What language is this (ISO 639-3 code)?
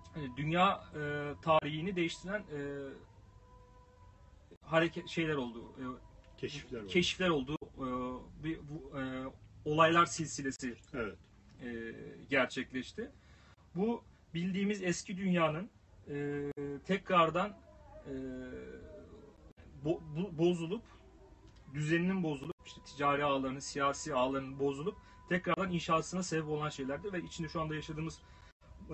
tur